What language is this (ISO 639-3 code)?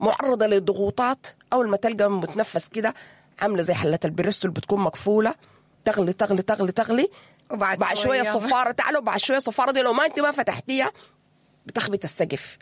apd